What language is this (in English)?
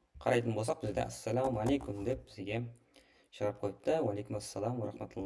Kara-Kalpak